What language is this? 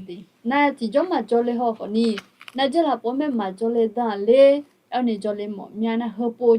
Akha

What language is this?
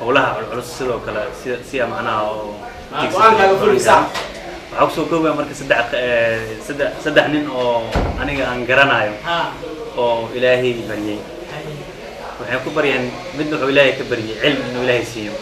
Somali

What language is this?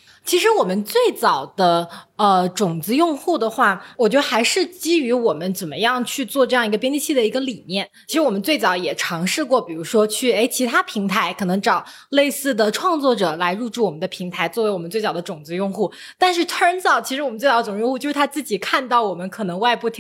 Chinese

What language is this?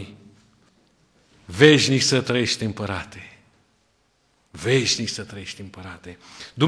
Romanian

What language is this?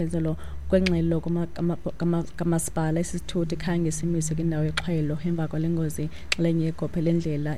Xhosa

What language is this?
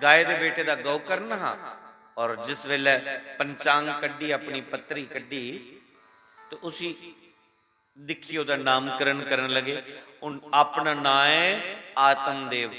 Dogri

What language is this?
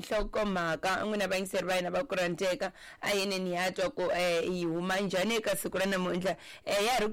Tsonga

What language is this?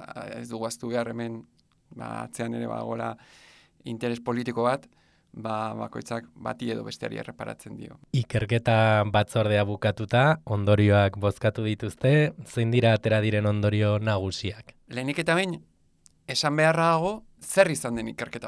Basque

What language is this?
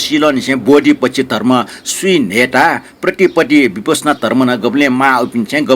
Newari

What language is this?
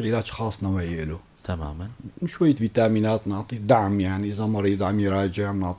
North Levantine Arabic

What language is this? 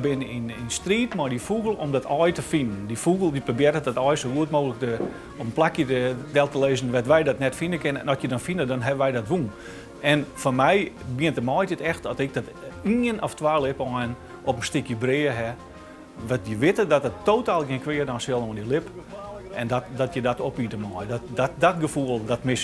Western Frisian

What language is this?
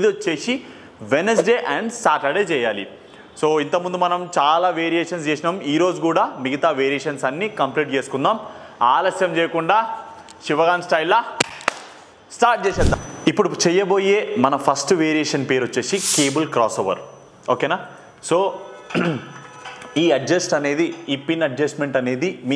Telugu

